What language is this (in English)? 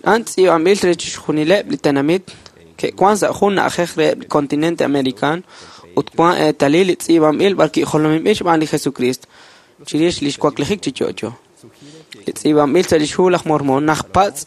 Kekchí